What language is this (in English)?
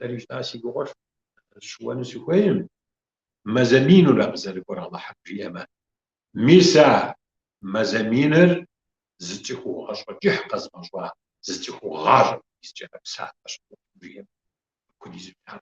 Kabardian